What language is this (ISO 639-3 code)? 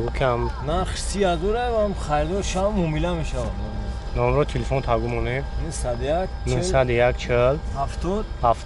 tgk